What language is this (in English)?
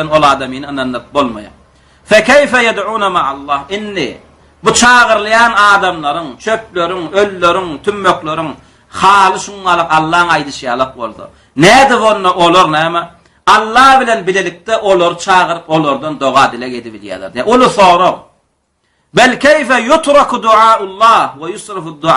Turkmen